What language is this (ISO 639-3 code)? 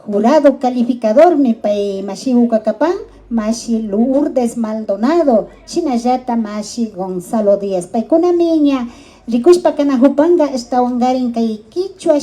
qvi